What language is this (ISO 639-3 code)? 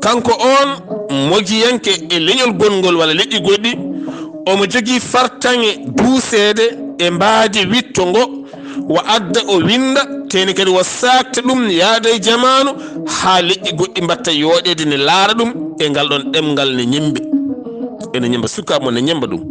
ful